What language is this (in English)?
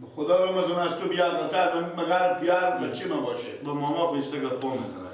Persian